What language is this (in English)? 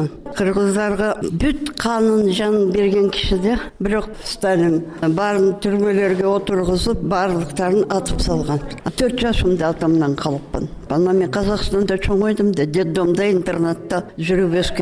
Kyrgyz